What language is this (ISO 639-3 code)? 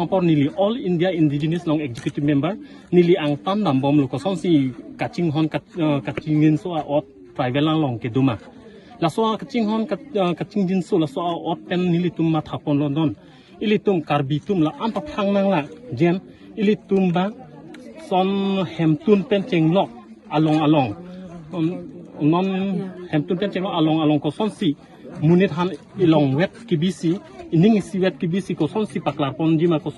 mjw